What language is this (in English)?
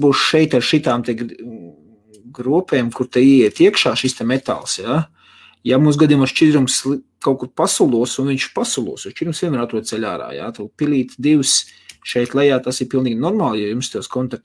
Latvian